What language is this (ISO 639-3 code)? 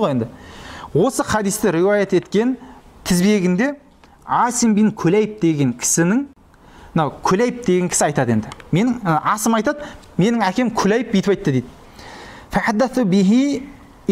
kaz